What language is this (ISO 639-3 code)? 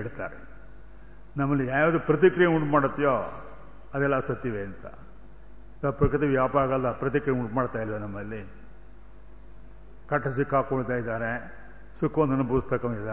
kan